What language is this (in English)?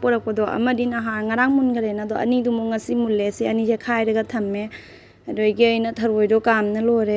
Manipuri